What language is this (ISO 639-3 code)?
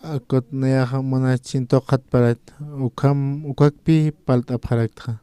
aym